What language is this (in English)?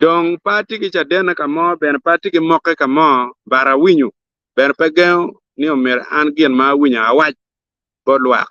Acoli